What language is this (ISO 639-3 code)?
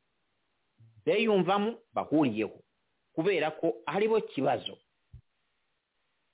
kin